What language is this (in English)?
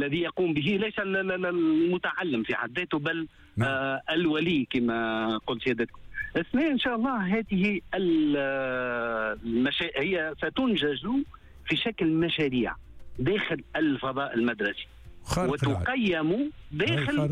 Tunisian Arabic